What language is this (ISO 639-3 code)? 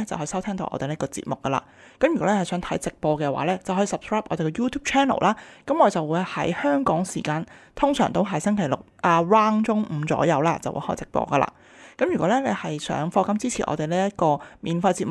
yue